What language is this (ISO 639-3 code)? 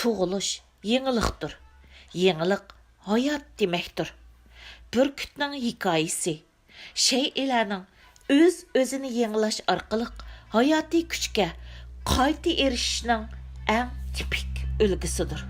uig